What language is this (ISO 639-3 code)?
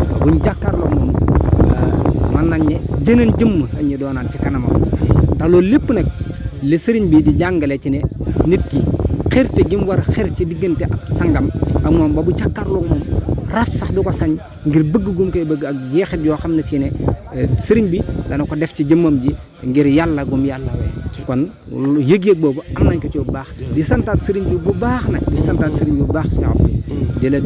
wol